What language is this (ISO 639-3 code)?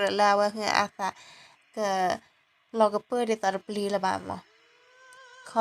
ksw